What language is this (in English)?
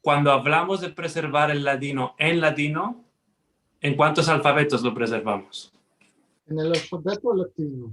Ladino